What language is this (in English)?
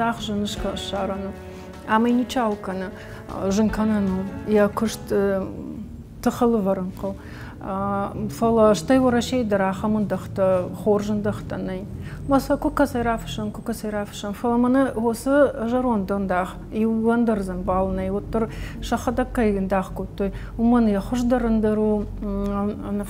Ossetic